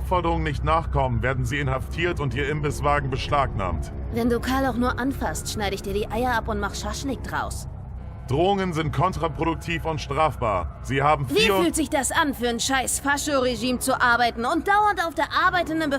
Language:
Swiss German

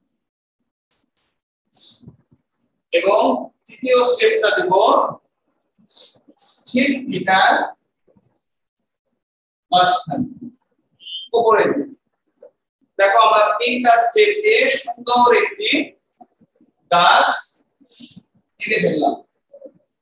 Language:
Bangla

